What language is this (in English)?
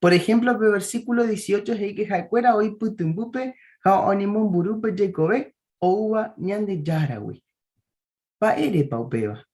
Guarani